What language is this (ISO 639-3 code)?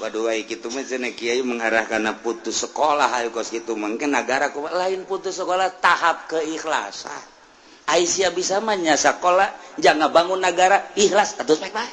sun